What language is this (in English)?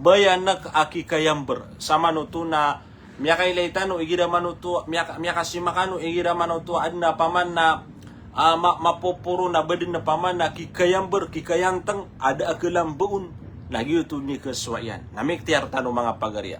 Maranao